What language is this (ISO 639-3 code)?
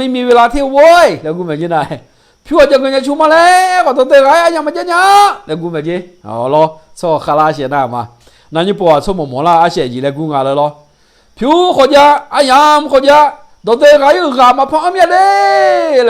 ahk